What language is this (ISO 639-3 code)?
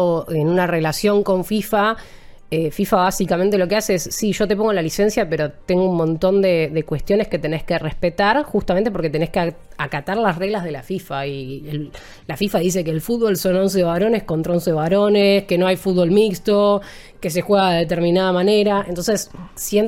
spa